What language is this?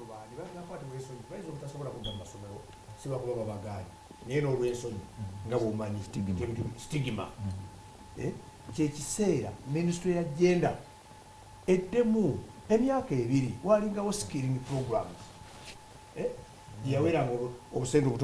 Ganda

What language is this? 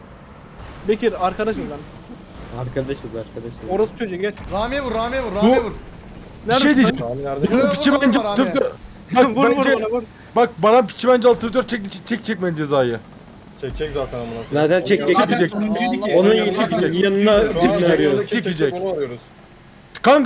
Turkish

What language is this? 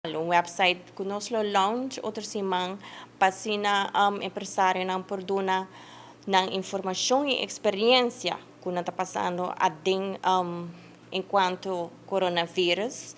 Papiamento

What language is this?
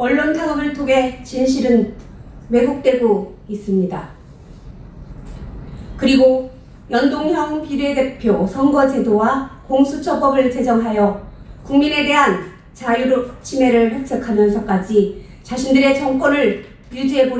Korean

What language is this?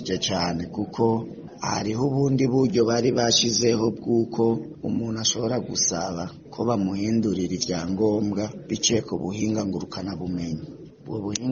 Rundi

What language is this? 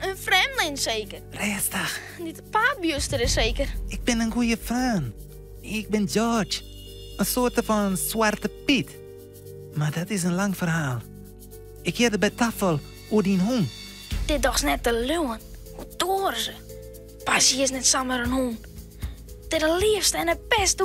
Western Frisian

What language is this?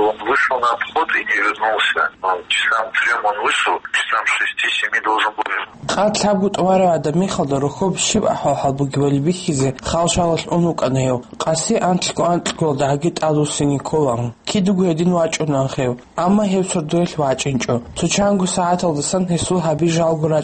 Avaric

